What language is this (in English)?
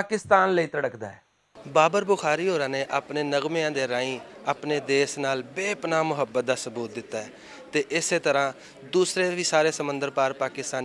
Western Panjabi